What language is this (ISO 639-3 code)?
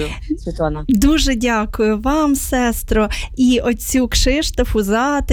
ukr